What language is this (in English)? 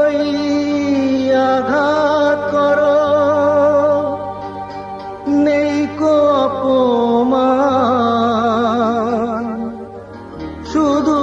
Bangla